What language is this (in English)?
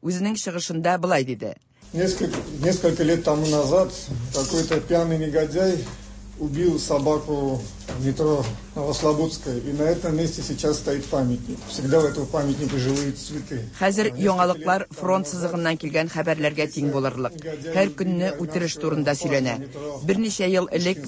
Tatar